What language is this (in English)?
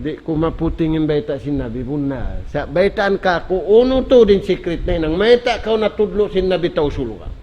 Tausug